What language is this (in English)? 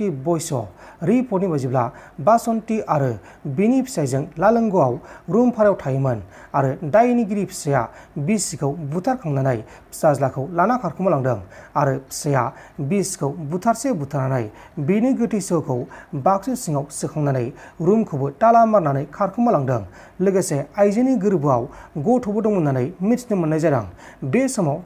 Bodo